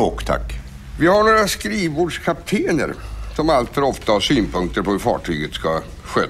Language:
Swedish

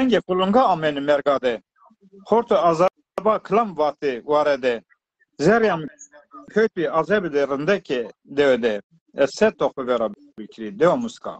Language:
Zaza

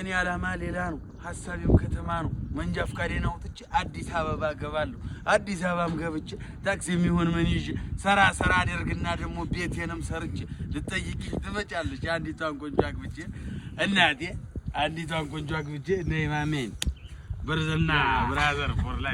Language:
Amharic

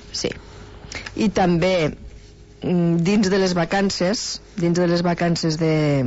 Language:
Catalan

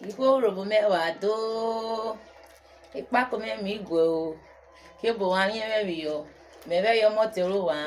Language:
Urhobo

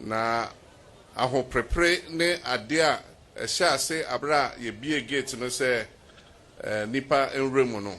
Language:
Akan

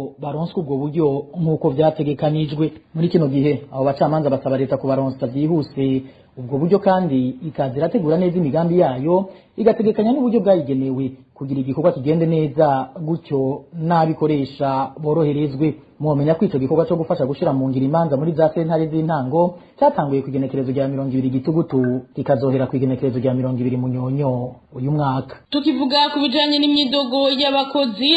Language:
Rundi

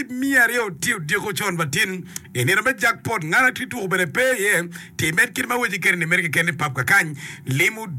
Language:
Acoli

